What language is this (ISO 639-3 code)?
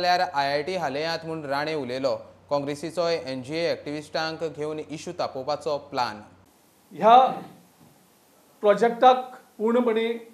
kok